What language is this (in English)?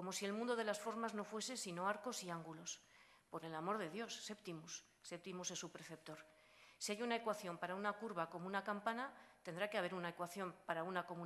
Spanish